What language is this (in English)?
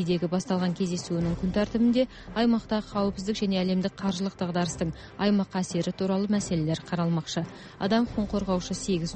Kazakh